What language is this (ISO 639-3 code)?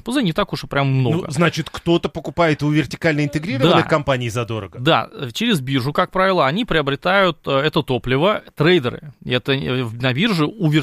rus